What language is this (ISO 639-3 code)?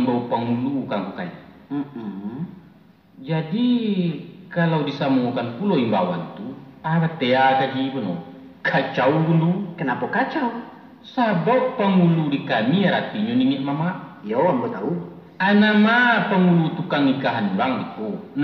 min